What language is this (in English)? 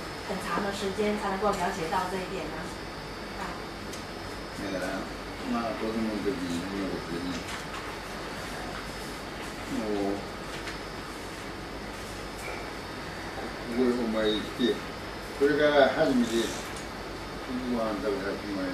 Chinese